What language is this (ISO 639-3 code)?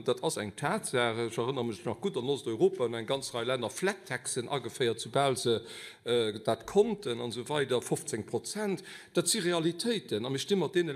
ltz